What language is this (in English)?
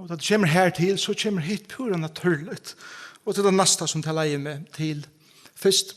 Faroese